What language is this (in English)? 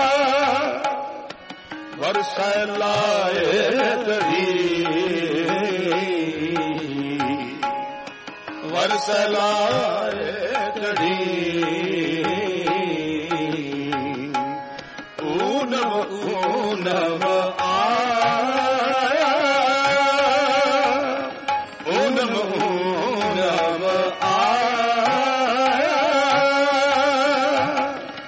Punjabi